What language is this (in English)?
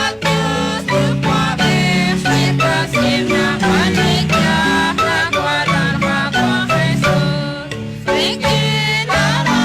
Kekchí